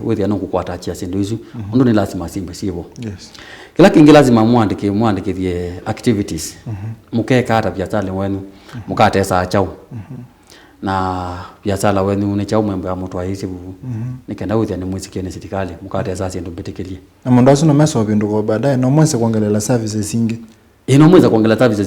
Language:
Kamba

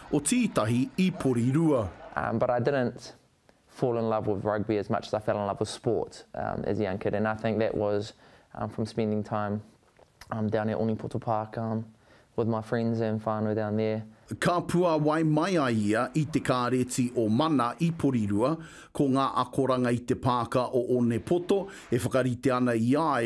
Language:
Māori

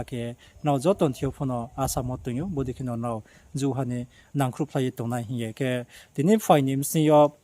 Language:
Riang (India)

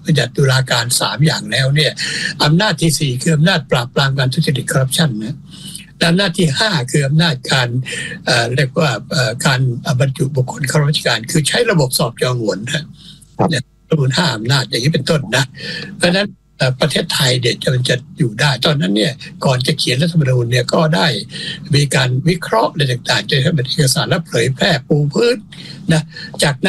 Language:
Thai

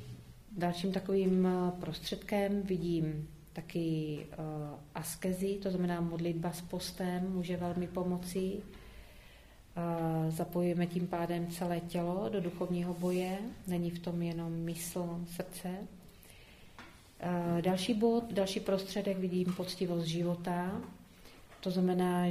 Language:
Czech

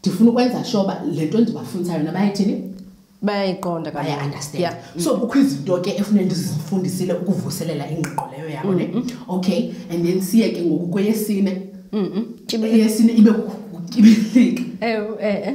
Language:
Xhosa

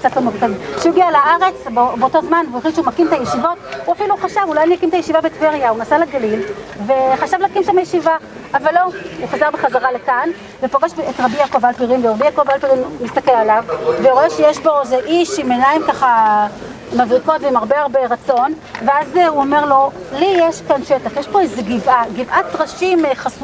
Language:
Hebrew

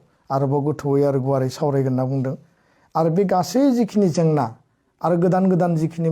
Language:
Bodo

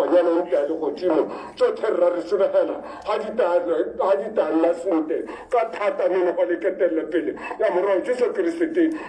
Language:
Tswana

